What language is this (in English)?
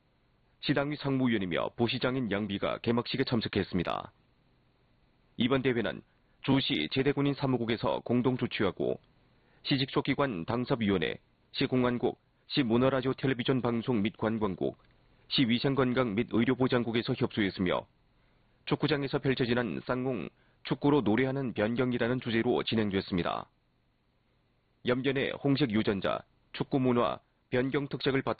Korean